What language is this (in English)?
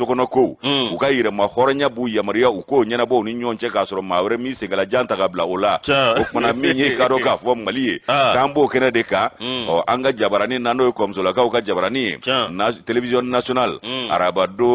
Bambara